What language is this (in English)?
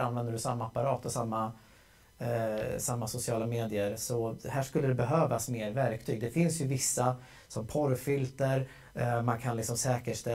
Swedish